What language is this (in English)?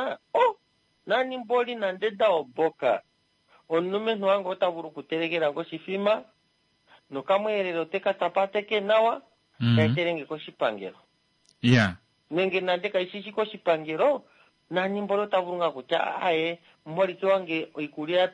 Kuanyama